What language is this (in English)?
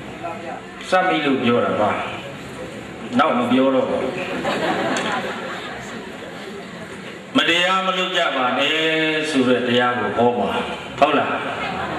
Burmese